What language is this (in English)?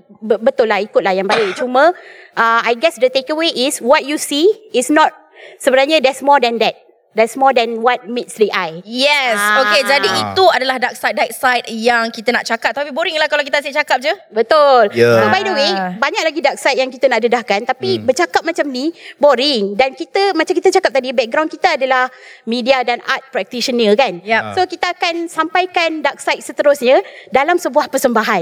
Malay